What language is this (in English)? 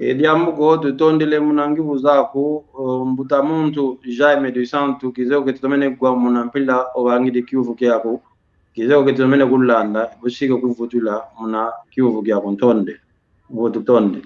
San Salvador Kongo